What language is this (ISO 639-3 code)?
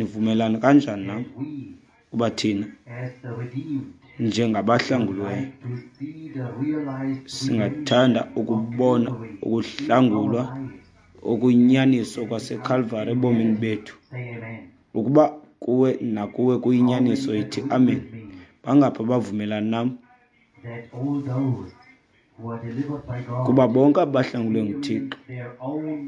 xho